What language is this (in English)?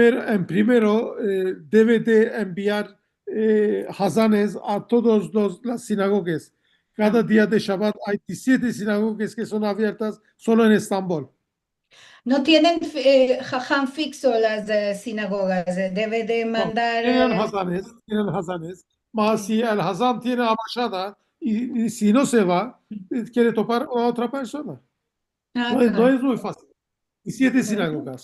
Ladino